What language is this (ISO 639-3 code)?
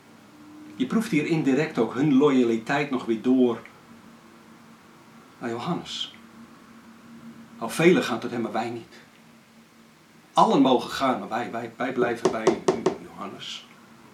nld